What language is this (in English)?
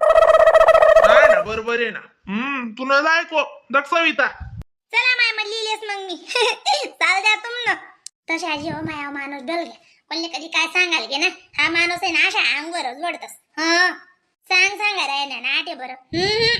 Khandesi